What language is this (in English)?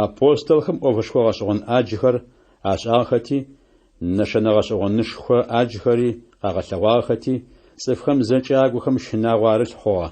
Adyghe